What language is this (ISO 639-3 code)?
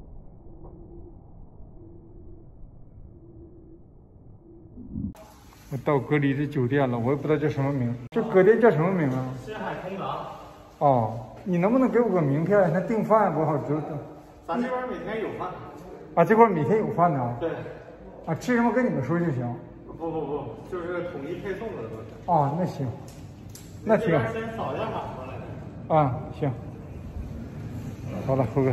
zho